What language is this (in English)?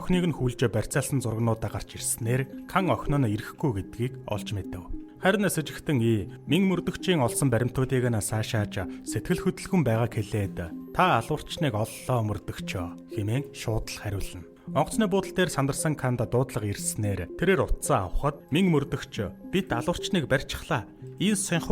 Mongolian